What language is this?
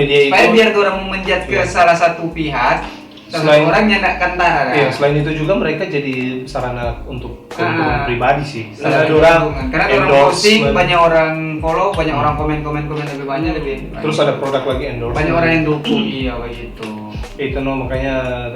Manado Malay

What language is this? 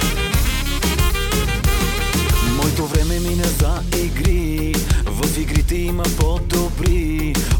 Bulgarian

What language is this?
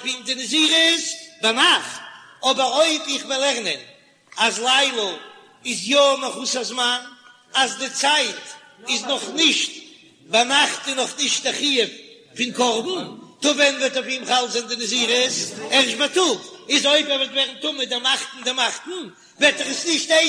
Yiddish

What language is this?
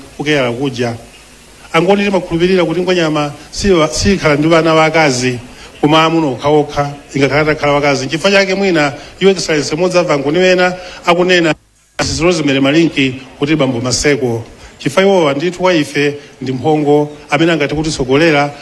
Nyanja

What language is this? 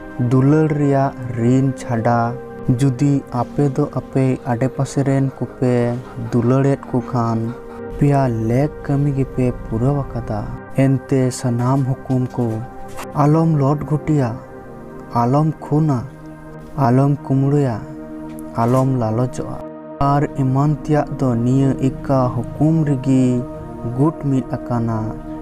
Santali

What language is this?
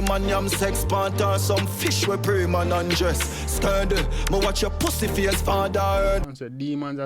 Jamaican Creole English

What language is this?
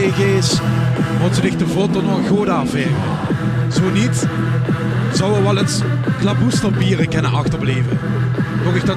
Limburgish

